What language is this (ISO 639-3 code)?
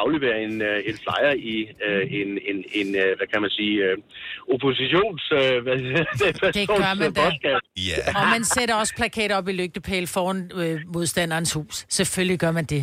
dan